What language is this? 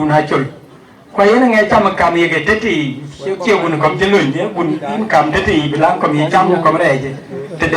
Dinka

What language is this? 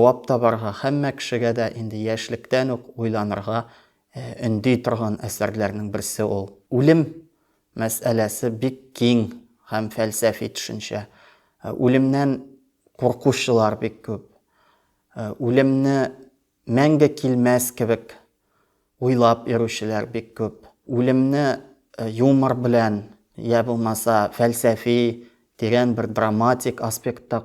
Tatar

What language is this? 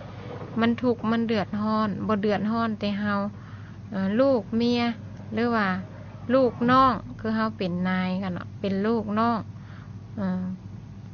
Lao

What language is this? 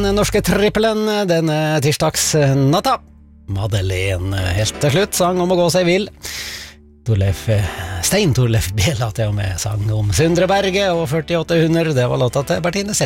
Norwegian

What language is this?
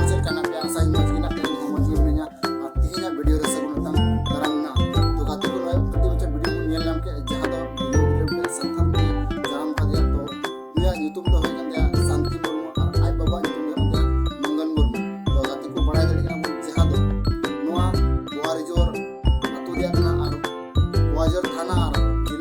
Santali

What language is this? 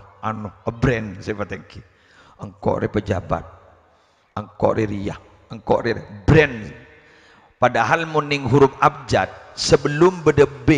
Madurese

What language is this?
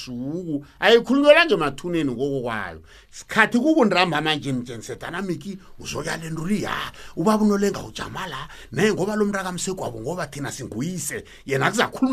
South Ndebele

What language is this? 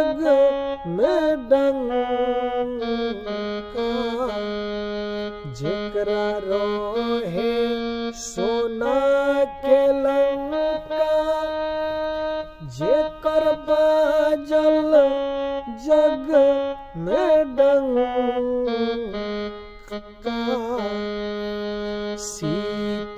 Bhojpuri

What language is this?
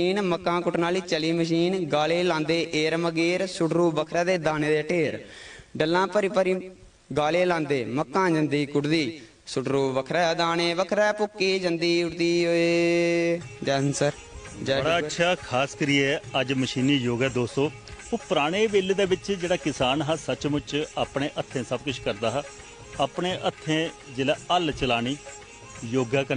Dogri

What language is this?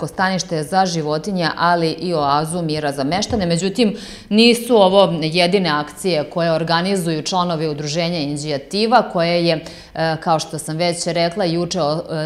Serbian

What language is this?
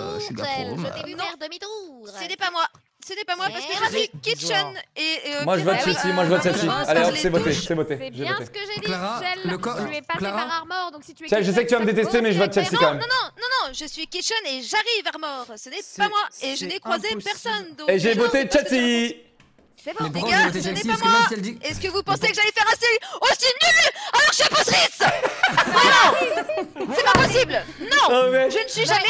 French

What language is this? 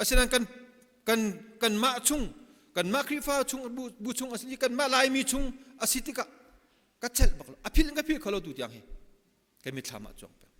Hakha Chin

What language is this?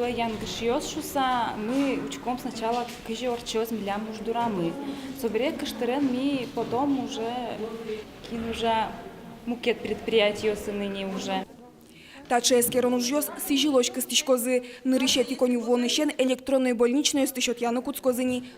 Udmurt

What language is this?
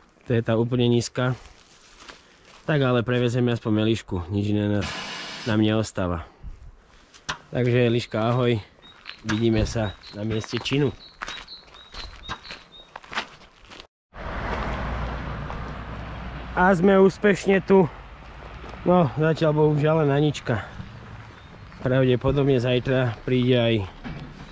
Slovak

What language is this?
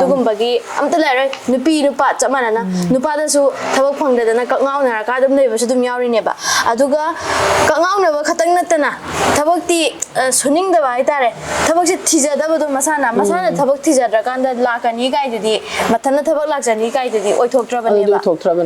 Manipuri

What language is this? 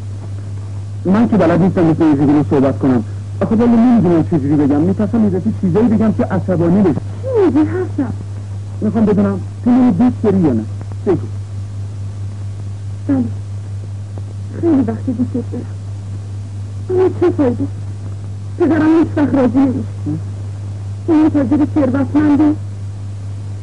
Persian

